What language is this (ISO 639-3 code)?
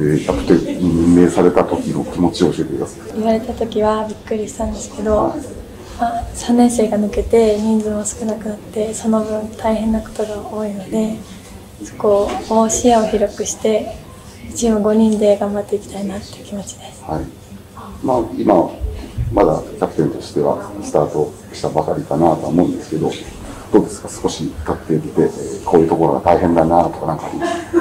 jpn